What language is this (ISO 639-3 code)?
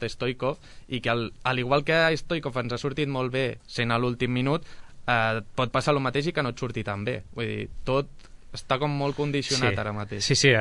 cat